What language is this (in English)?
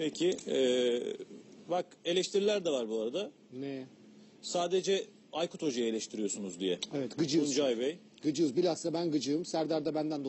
Turkish